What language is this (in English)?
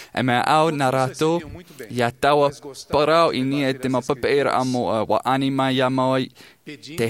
Tahitian